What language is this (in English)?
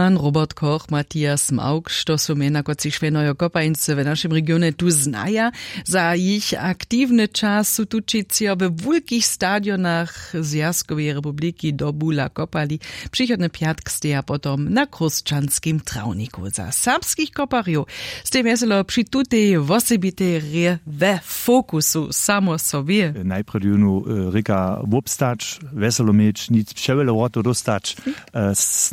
Upper Sorbian